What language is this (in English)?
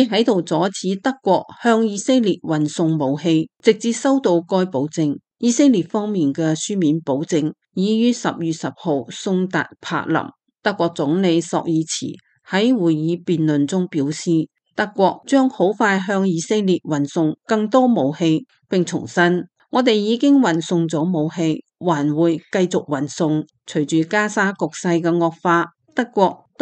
Cantonese